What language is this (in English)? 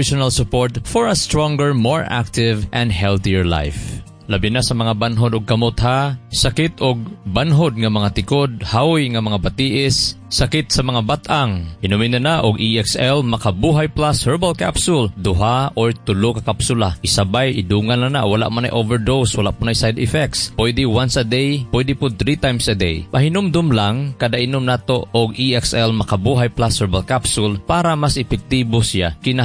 Cebuano